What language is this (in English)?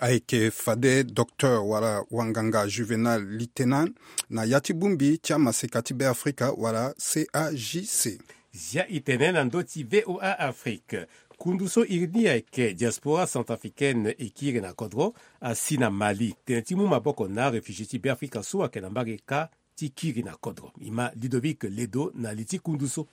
Sango